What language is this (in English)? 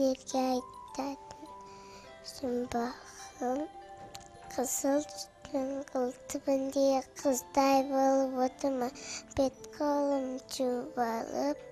Kara-Kalpak